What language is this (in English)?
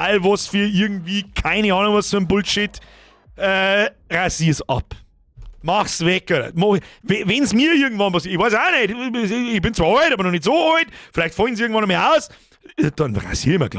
Bavarian